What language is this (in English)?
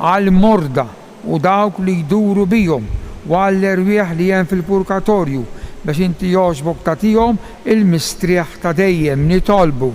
Maltese